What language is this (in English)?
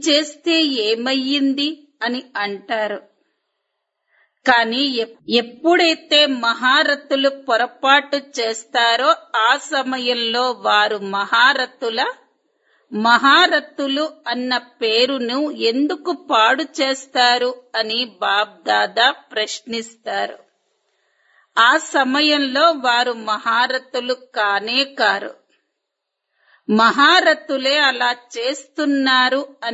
Telugu